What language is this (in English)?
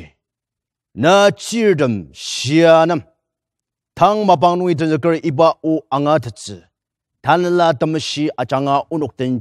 Ao Naga